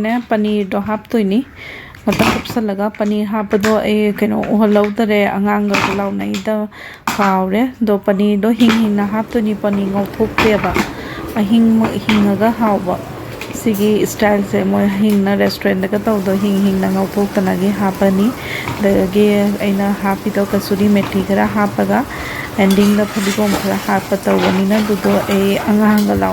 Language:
Manipuri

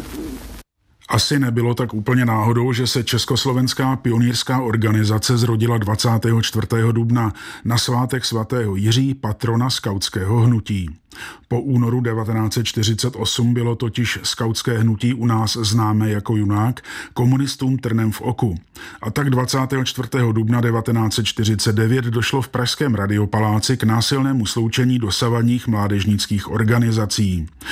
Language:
Czech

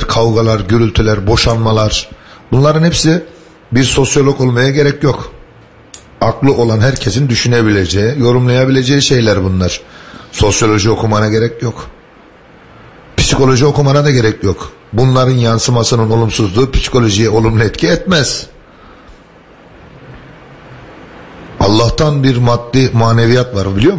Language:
Turkish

